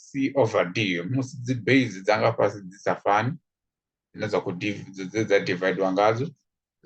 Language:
Venda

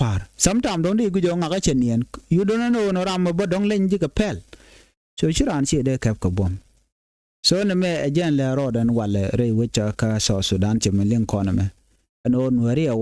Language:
Nuer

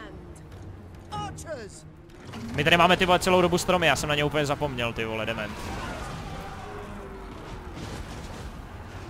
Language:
Czech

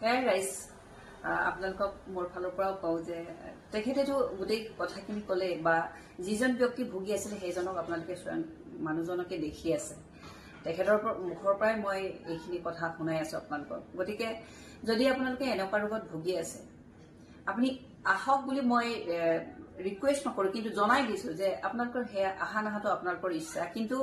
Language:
Assamese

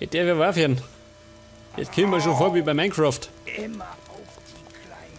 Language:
Bavarian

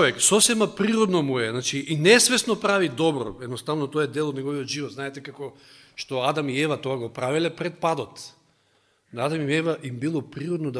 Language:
Macedonian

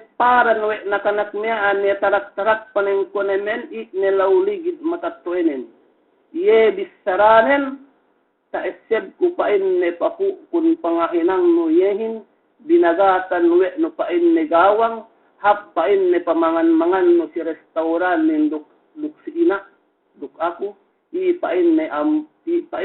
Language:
Yakan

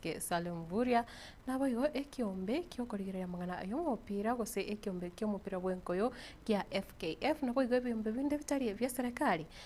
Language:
Gusii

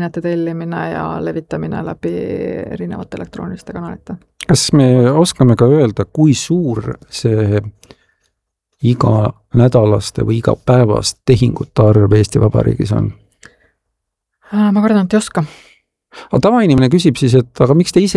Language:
Estonian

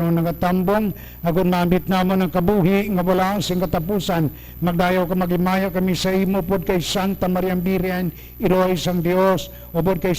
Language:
Hiligaynon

